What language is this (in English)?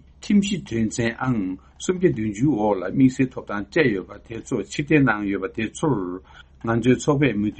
Tibetan